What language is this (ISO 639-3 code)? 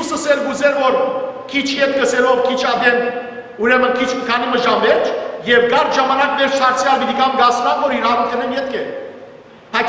hyw